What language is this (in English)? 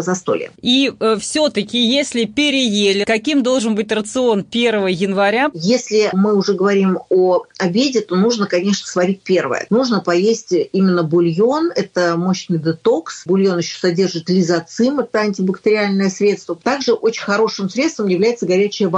Russian